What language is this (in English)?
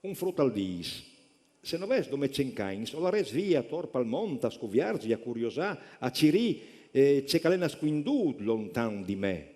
Friulian